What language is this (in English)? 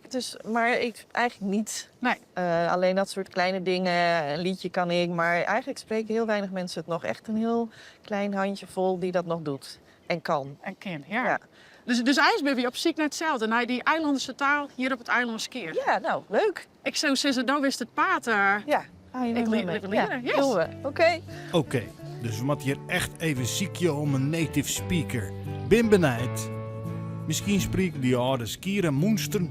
Western Frisian